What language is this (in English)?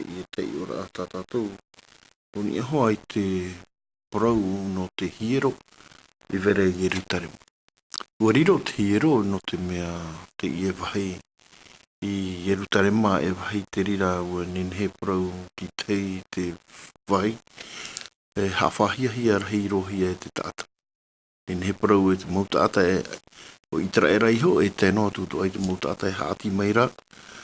Tahitian